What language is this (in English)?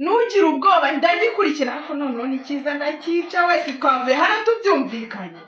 Kinyarwanda